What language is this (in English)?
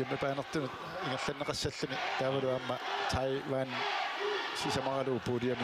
Kalaallisut